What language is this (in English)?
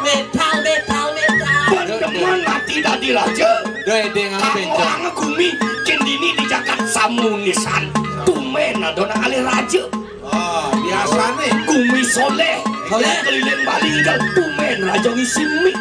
Balinese